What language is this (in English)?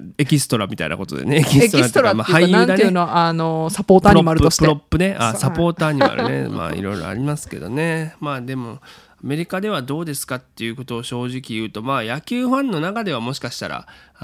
Japanese